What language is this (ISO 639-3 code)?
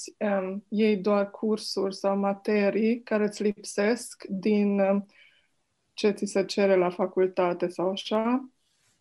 ron